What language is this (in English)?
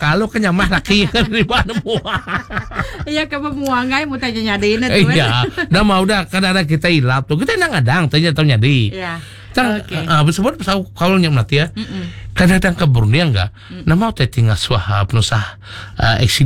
Iban